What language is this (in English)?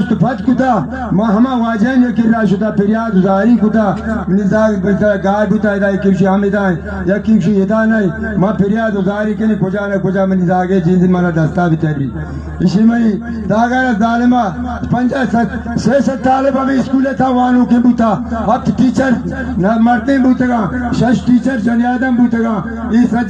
Baluchi